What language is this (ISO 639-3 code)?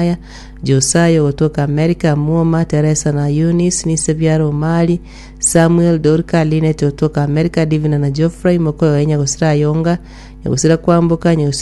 guz